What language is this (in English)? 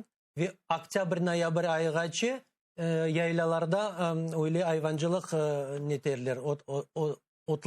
Crimean Tatar